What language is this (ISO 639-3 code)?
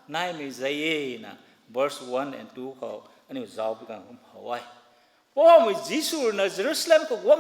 nbu